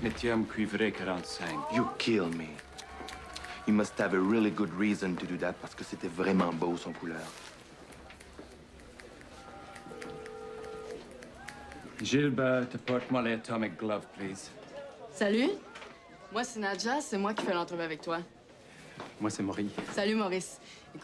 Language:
French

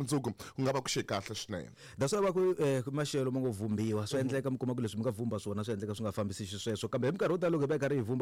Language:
Tsonga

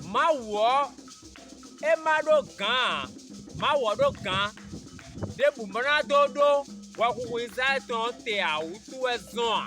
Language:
Fon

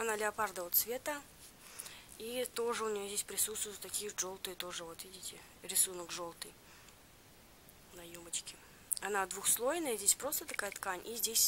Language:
Russian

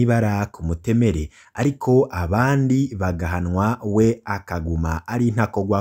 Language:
Rundi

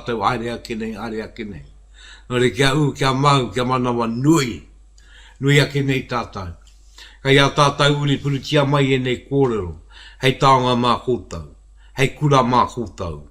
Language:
Māori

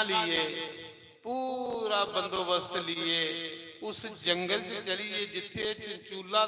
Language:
Dogri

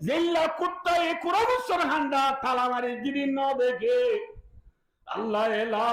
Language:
Rohingya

